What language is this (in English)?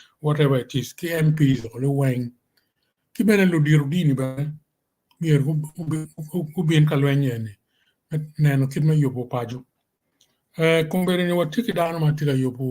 Acoli